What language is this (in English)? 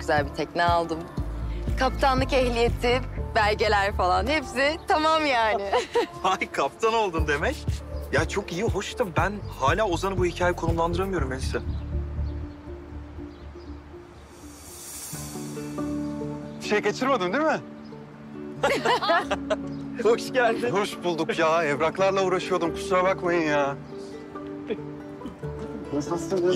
Turkish